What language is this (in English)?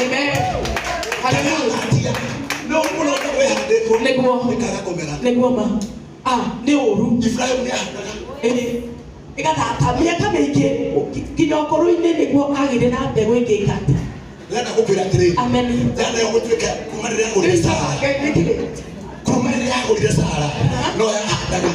Kikuyu